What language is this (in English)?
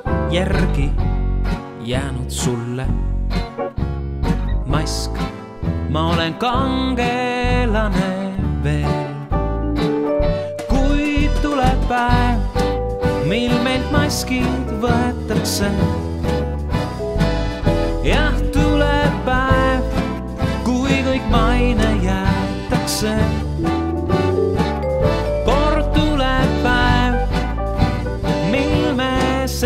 Estonian